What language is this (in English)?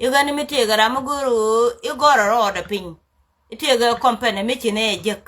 Nuer